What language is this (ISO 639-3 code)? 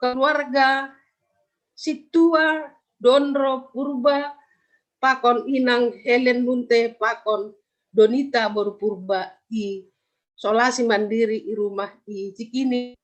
bts